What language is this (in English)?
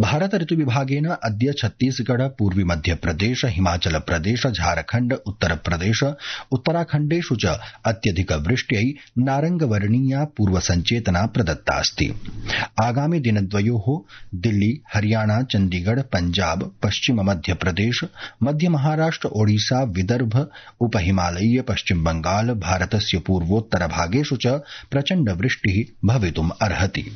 Sanskrit